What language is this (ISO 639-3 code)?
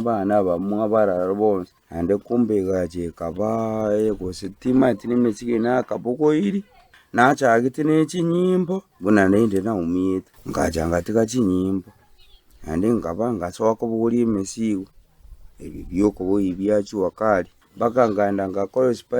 guz